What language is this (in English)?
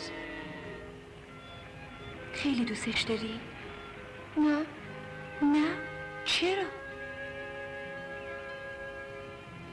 Persian